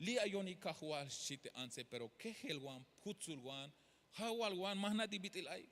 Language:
Tzeltal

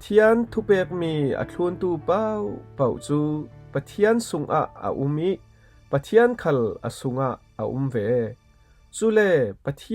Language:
Falam Chin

